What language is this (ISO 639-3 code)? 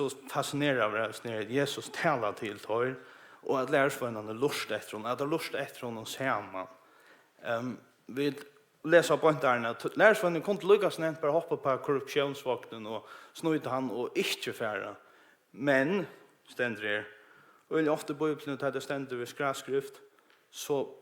fao